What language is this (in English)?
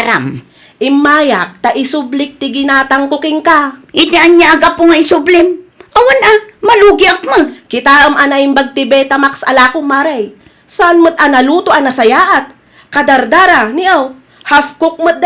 Iloko